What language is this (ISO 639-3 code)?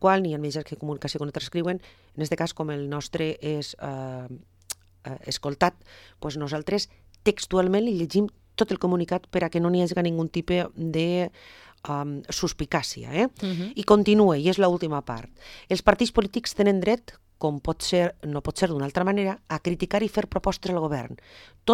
cat